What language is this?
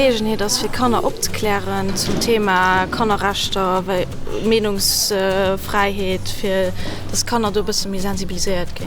Luxembourgish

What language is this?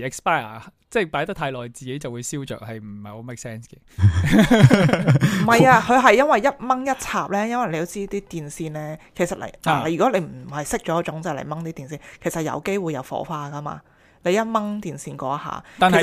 Cantonese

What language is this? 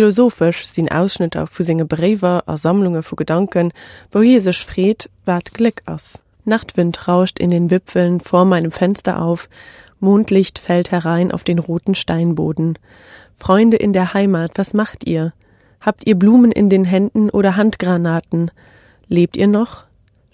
Luxembourgish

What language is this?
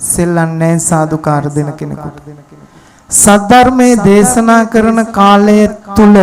Sinhala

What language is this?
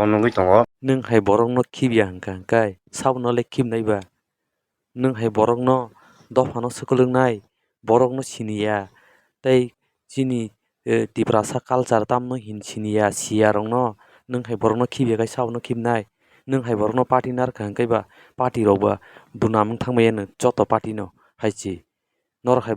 Kok Borok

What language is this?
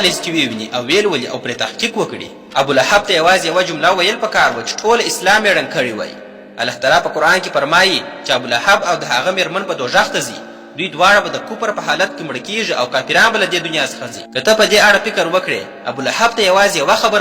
Pashto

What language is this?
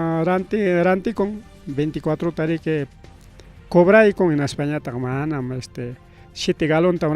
Ayacucho Quechua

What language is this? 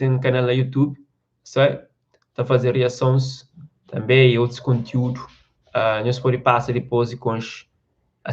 Kabuverdianu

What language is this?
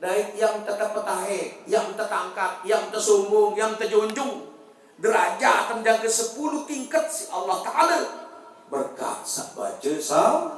Sasak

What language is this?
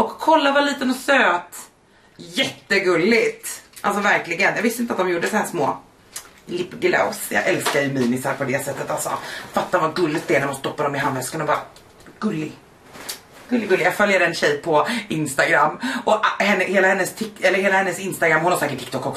Swedish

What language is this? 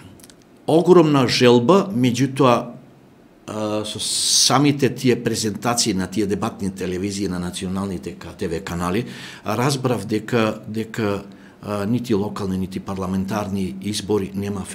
Macedonian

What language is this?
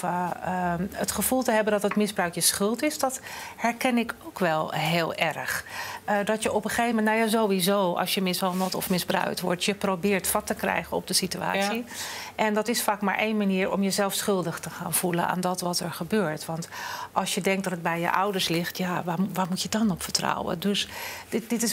Dutch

